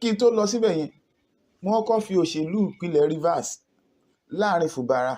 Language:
Yoruba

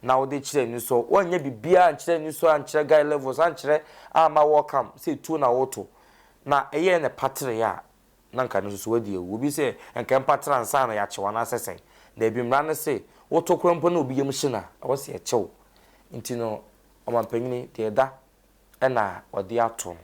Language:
Akan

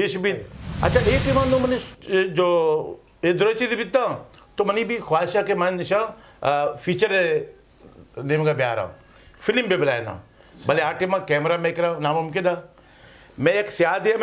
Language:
Eastern Balochi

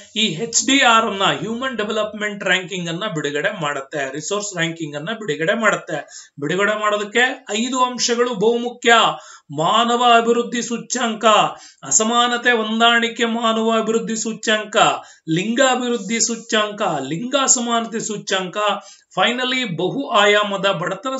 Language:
Kannada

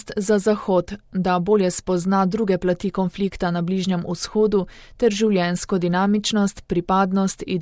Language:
Slovenian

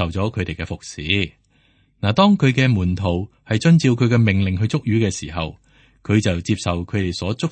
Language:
Cantonese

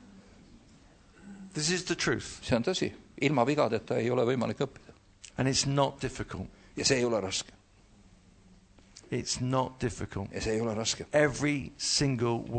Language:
Estonian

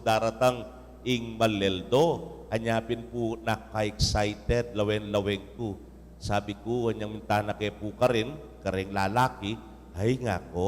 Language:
Pampanga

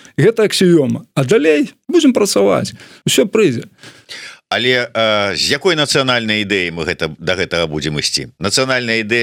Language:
Belarusian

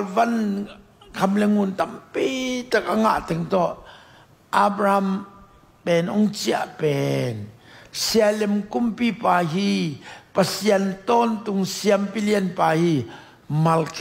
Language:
Tedim Chin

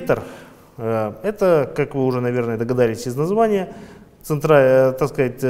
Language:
Russian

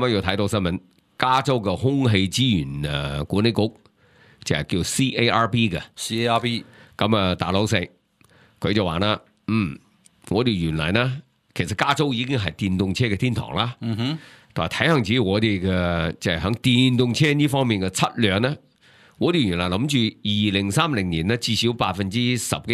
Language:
Cantonese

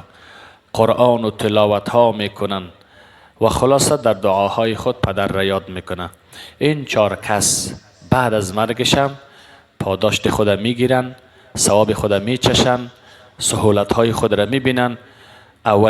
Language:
Persian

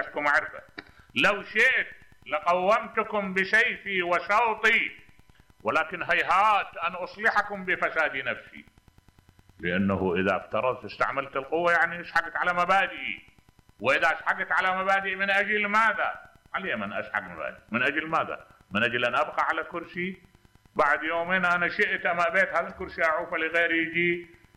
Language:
Mesopotamian Arabic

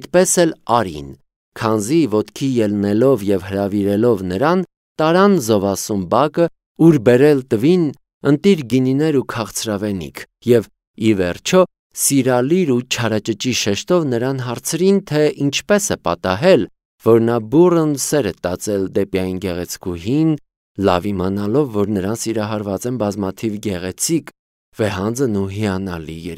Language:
Armenian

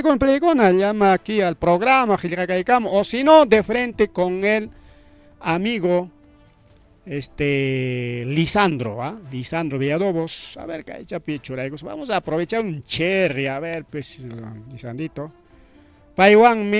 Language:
Ayacucho Quechua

